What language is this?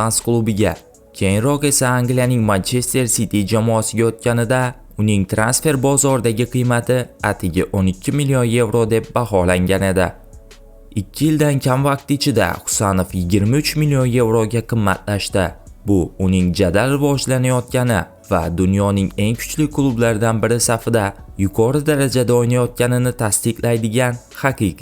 Uzbek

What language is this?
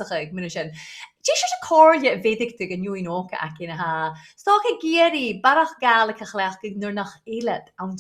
Scottish Gaelic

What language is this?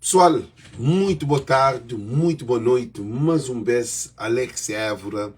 Kabuverdianu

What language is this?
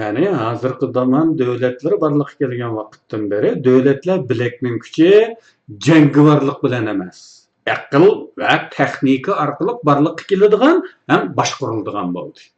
Uyghur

